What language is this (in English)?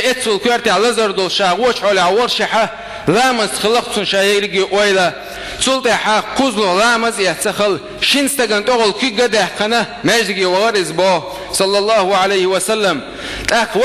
Chechen